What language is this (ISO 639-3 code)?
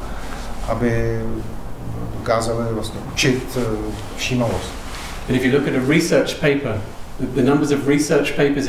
ces